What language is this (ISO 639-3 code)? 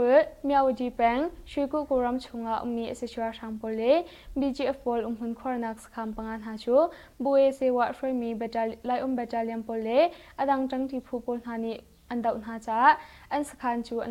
cnh